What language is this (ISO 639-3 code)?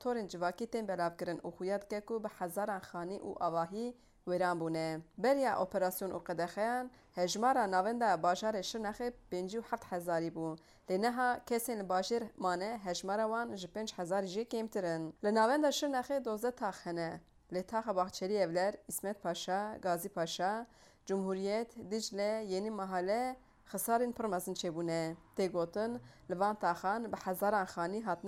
kur